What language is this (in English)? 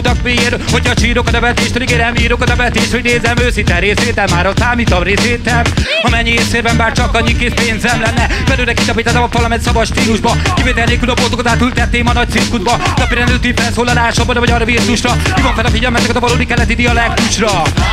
Hungarian